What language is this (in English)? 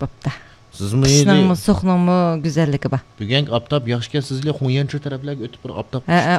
Uyghur